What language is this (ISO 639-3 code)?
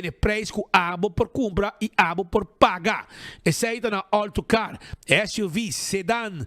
pap